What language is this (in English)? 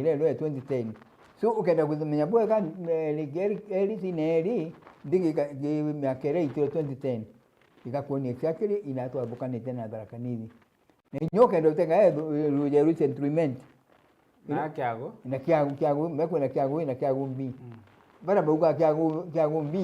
Meru